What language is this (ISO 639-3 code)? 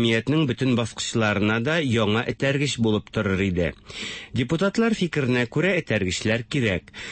tat